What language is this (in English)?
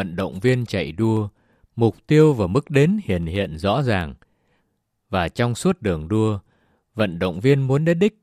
Vietnamese